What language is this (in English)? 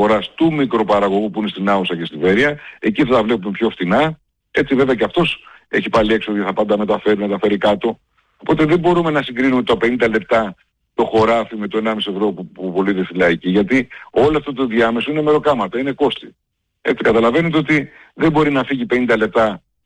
Greek